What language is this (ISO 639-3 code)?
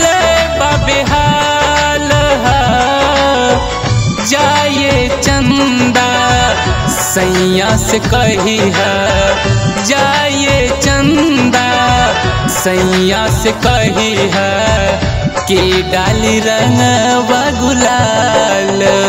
bho